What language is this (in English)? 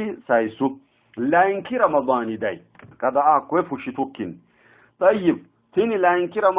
Sidamo